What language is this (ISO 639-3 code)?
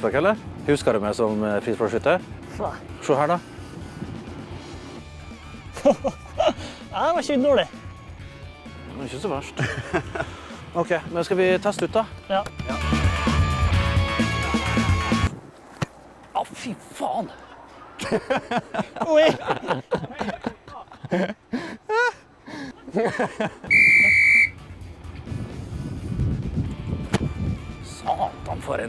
nor